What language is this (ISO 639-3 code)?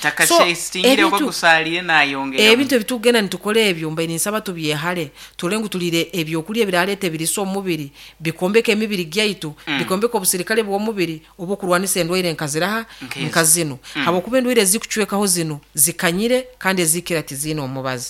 nyo